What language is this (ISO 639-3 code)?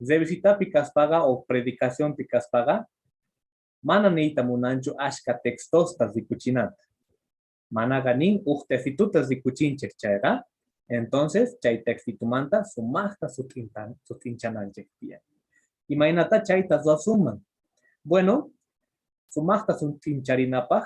que